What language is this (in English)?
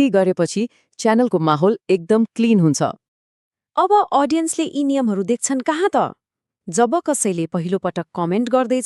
Nepali